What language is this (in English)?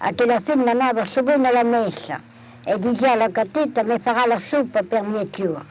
Occitan